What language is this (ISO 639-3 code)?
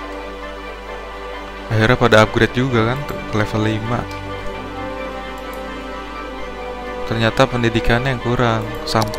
ind